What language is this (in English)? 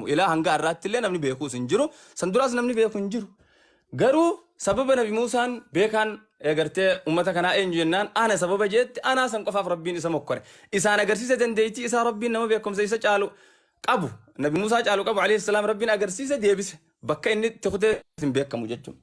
Oromo